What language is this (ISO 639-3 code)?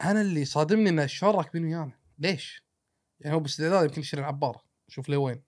afb